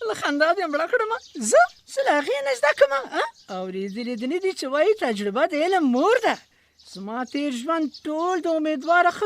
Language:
Pashto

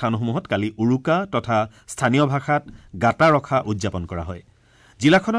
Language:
Assamese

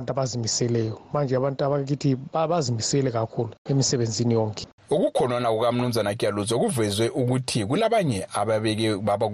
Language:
North Ndebele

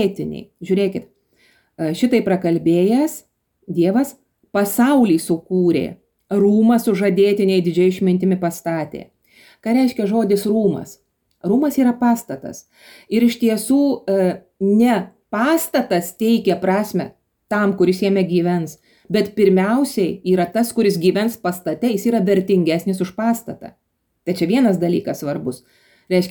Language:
Lithuanian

